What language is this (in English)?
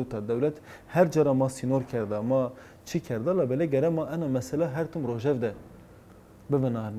Zaza